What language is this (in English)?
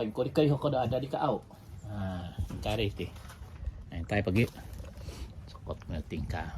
Central Dusun